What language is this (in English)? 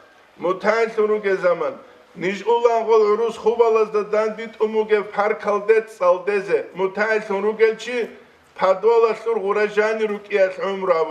Avaric